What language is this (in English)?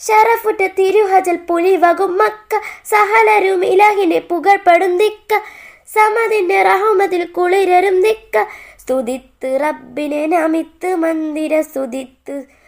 Malayalam